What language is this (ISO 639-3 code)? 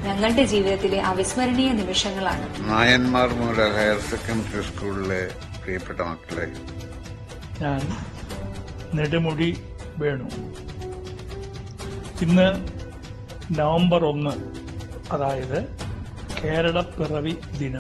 mal